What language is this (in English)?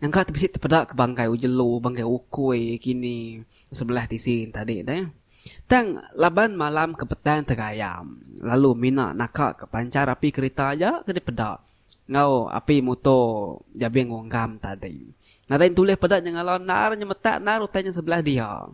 Iban